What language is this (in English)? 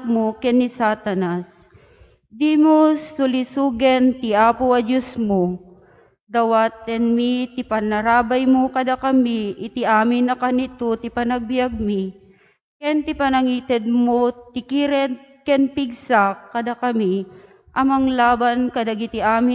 Iloko